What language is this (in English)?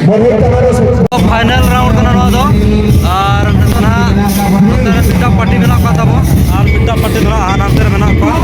Santali